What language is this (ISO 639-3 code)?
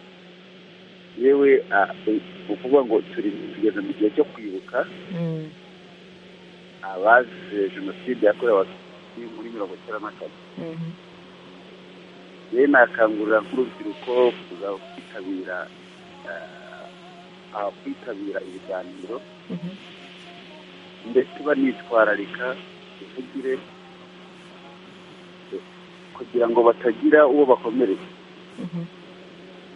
kin